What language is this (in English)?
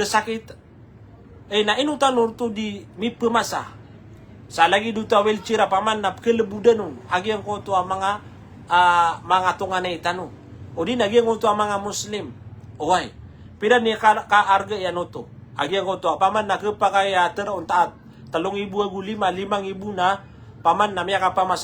Maranao